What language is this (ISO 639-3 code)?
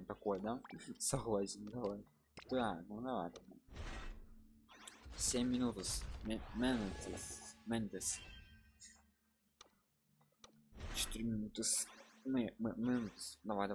rus